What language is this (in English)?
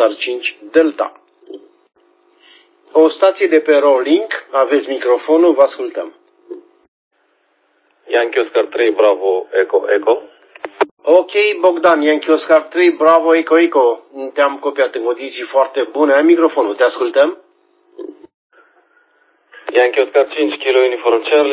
Romanian